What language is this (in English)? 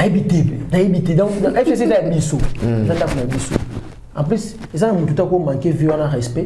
Lingala